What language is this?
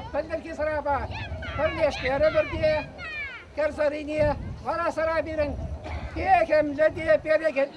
Chuvash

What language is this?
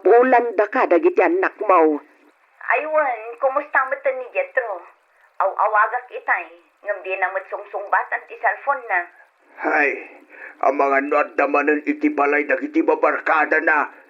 Iloko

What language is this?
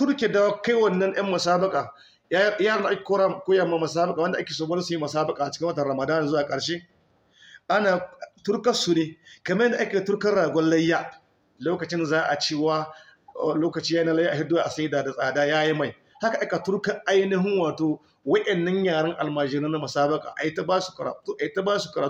Hausa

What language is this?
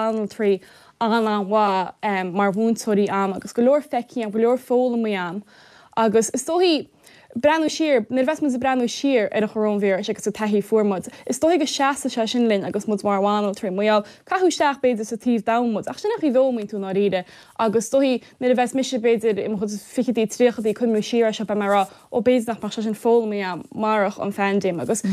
Irish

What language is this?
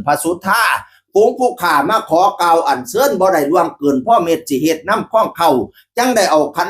Northeastern Thai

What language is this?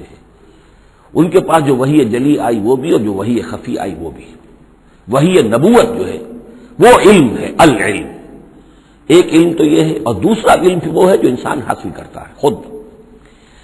Urdu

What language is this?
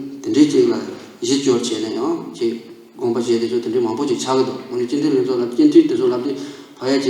Tibetan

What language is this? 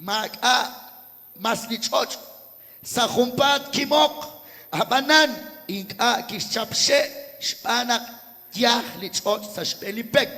Kekchí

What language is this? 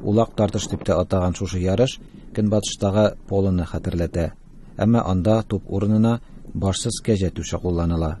Tatar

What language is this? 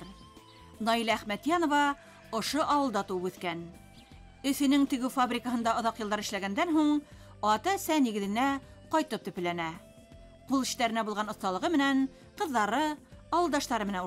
Bashkir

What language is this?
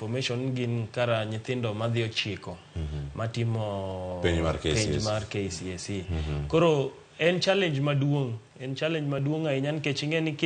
Luo (Kenya and Tanzania)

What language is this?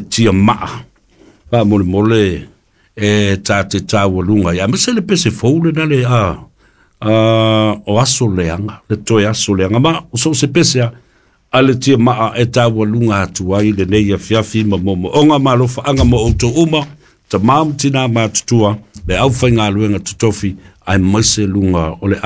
Samoan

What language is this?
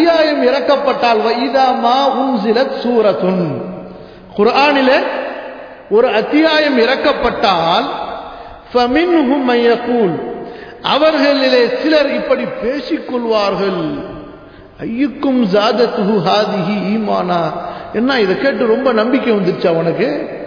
Tamil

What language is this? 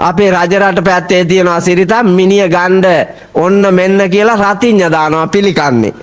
Sinhala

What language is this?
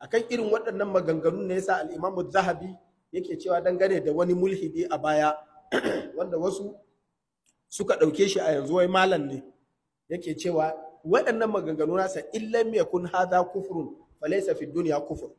Hausa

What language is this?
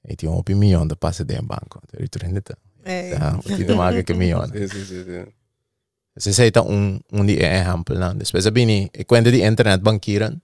Papiamento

